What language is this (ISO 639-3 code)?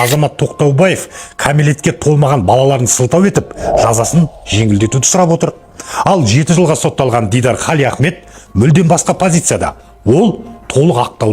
kaz